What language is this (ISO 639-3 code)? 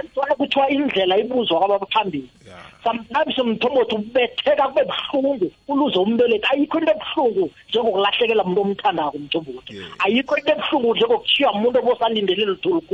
nbl